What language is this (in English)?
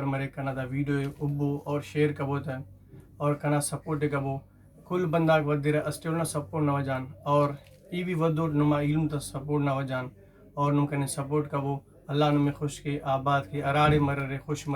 Brahui